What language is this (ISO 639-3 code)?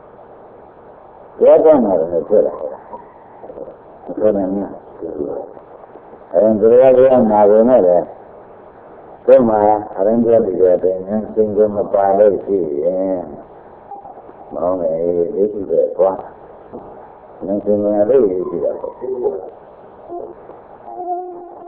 mya